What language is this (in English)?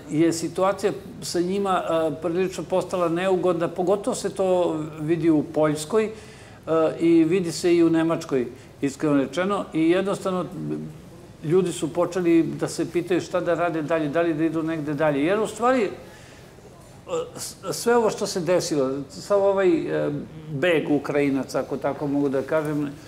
Serbian